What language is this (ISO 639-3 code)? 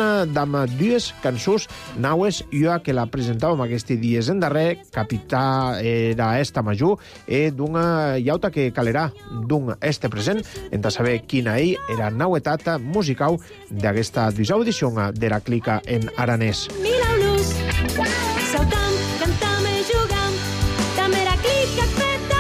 cat